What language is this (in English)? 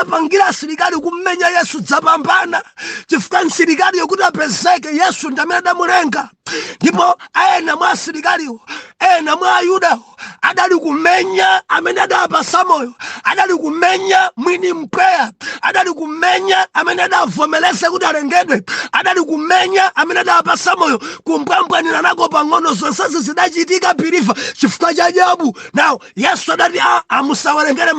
Nyanja